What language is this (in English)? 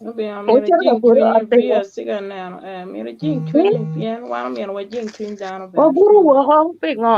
Acoli